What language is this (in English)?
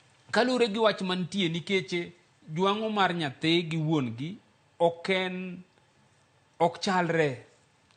Luo (Kenya and Tanzania)